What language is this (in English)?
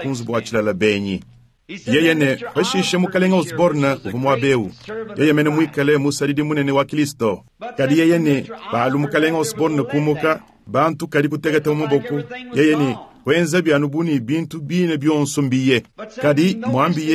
Luba-Lulua